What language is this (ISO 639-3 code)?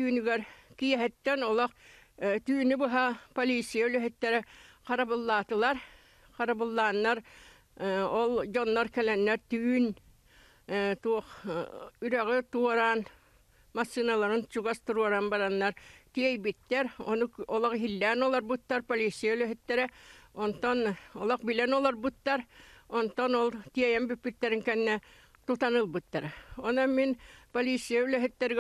sah